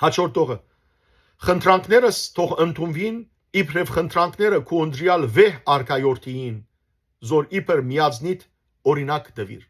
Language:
Western Armenian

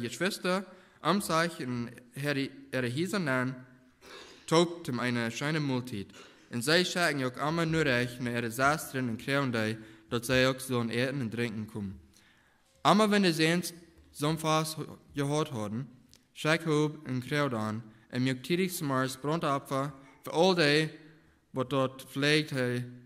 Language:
Plautdietsch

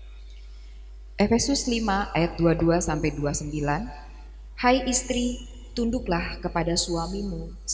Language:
Indonesian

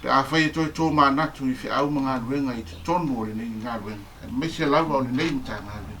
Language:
Samoan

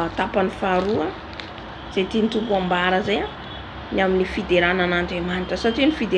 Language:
Malagasy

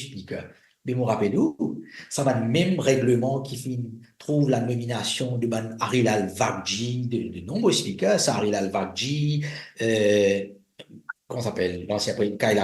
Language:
Morisyen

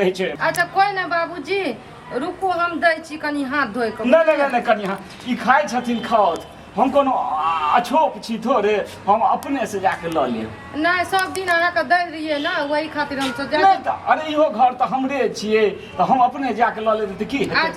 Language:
Maithili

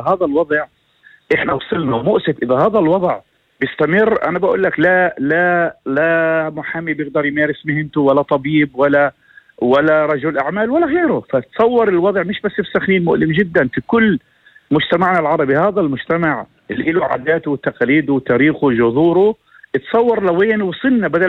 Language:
North Levantine Arabic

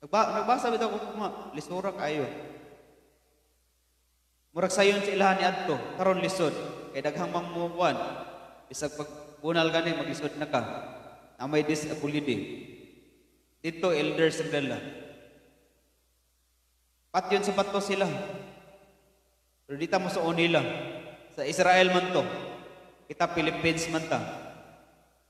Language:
Cebuano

